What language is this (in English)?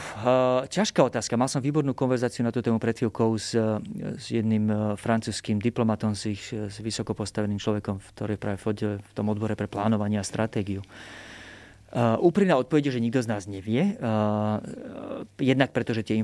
Slovak